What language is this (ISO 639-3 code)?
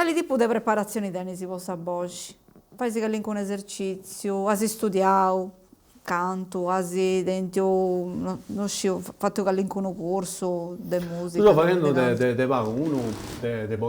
srd